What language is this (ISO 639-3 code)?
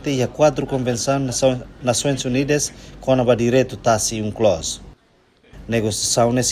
tet